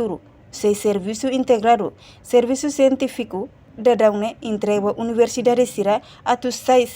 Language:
Tetum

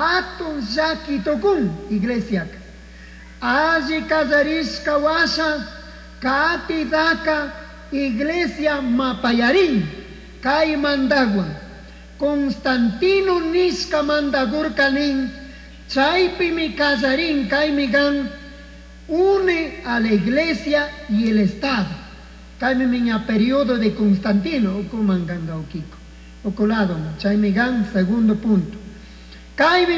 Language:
Chimborazo Highland Quichua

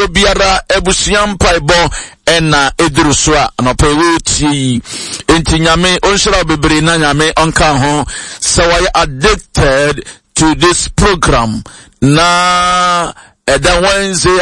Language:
Akan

